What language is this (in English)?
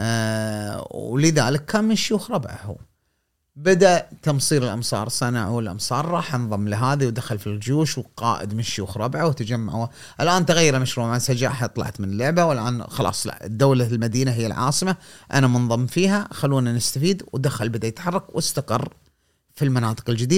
Gulf Arabic